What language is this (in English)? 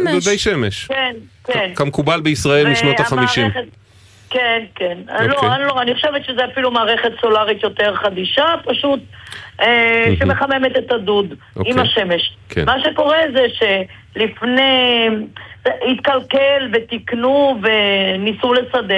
Hebrew